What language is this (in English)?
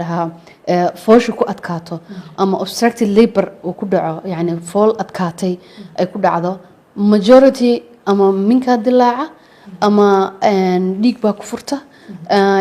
Somali